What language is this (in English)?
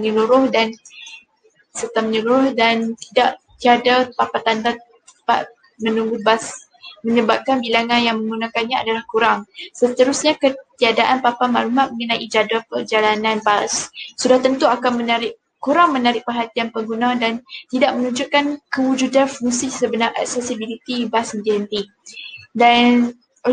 Malay